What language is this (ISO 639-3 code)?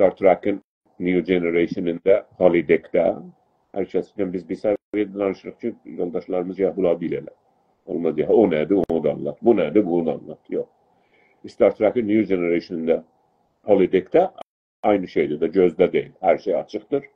azb